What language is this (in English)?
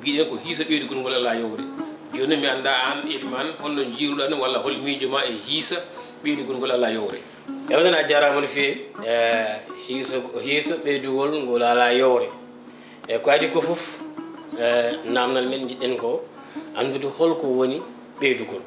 Fula